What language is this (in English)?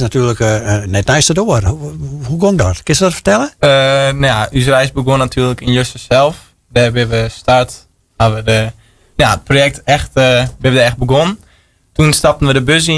Western Frisian